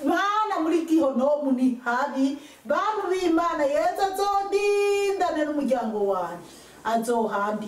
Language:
Rundi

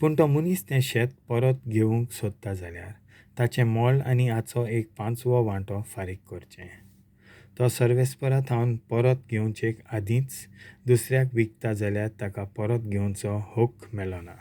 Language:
Konkani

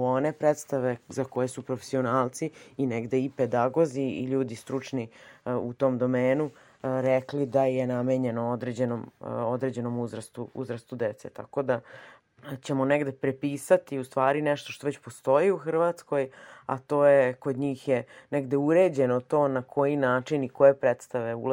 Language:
Serbian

